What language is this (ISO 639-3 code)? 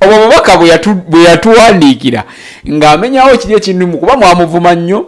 lug